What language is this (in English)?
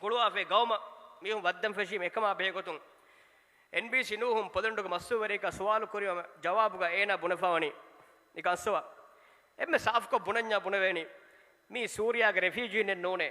Divehi